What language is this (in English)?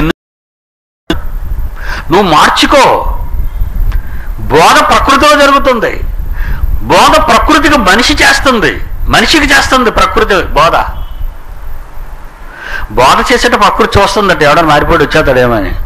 Telugu